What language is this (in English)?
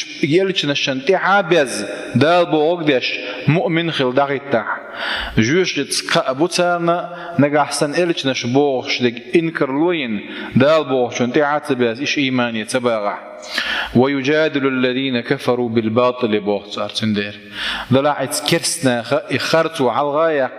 Chechen